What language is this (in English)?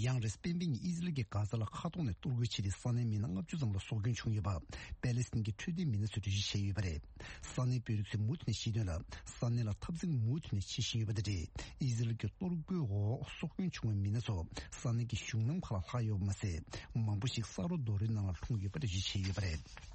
Tibetan